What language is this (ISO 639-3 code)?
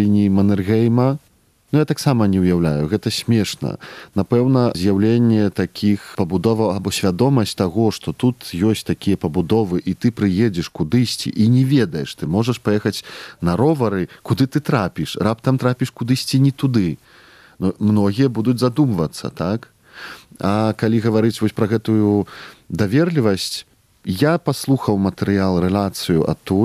bel